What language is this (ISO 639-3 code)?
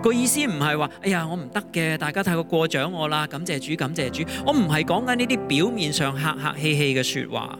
yue